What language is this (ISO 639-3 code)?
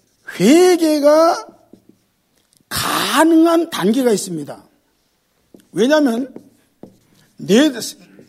kor